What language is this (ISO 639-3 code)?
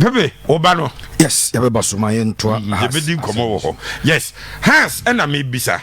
aka